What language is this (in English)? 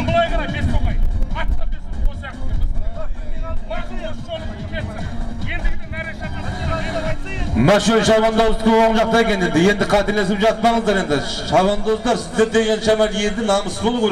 Kazakh